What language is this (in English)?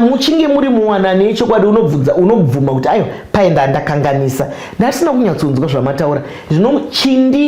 Shona